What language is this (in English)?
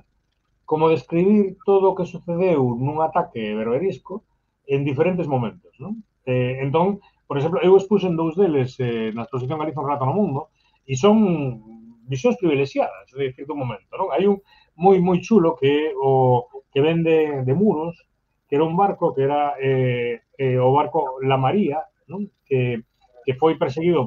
Galician